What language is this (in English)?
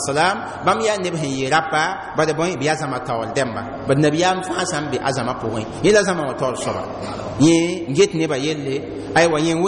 Mossi